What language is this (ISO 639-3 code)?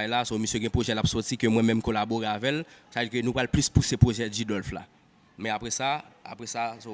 hat